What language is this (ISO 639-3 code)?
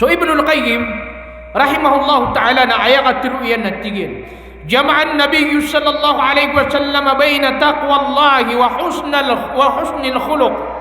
mrw